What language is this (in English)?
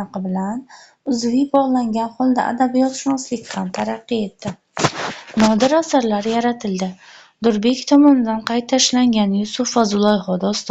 Uzbek